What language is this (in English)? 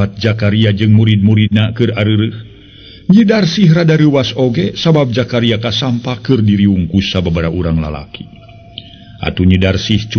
Sundanese